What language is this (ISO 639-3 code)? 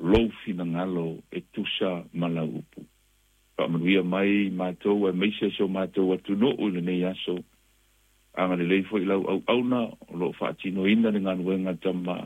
smo